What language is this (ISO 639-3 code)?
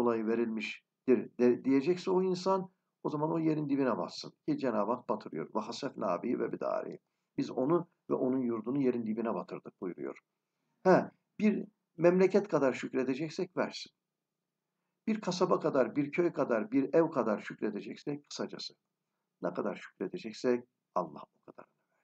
tur